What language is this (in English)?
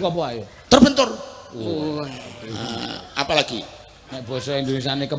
Javanese